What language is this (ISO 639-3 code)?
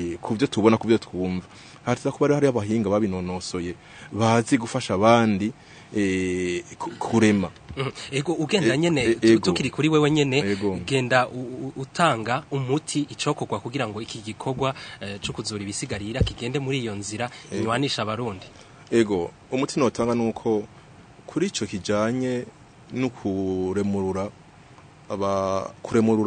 run